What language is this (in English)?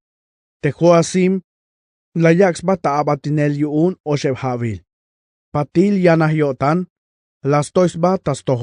Tzeltal